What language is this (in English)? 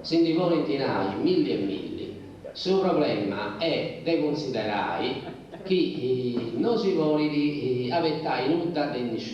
Sardinian